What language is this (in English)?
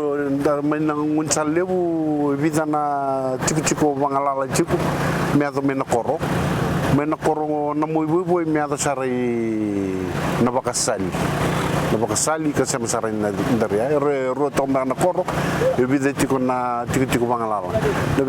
Fijian